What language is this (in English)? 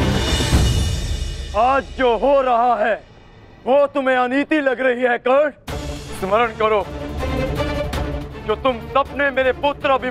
Hindi